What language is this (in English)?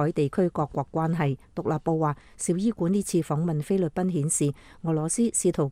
Cantonese